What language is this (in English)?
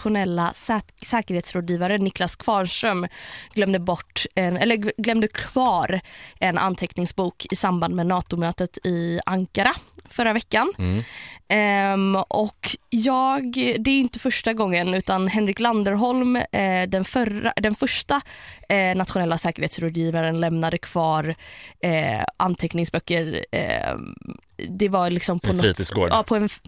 Swedish